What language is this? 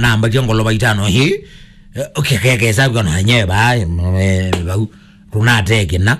Kamba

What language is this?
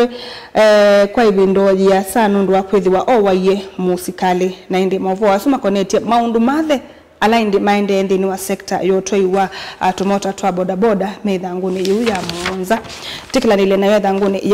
Kamba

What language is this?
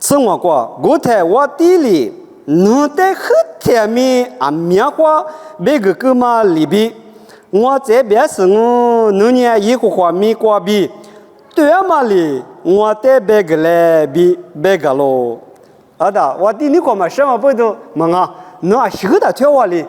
Lisu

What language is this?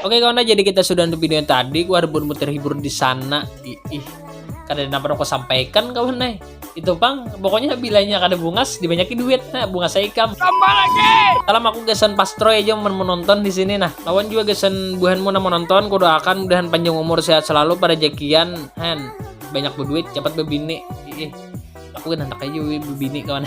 Banjar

